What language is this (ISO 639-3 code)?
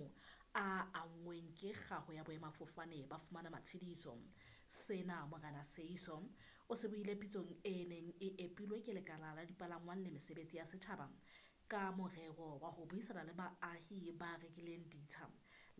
sot